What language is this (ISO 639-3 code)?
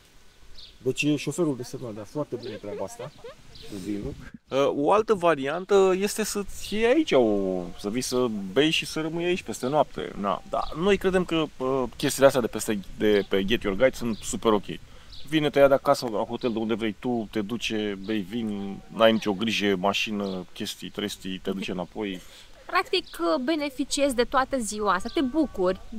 ron